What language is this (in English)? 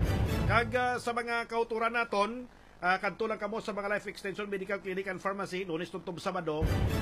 Hiligaynon